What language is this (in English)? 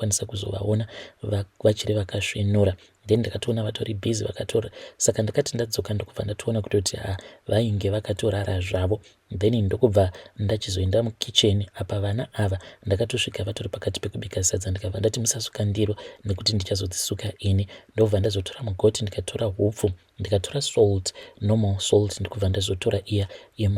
Shona